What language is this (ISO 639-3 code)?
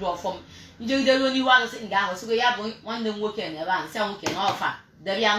ibo